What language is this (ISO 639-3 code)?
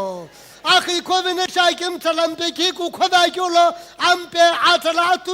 nsm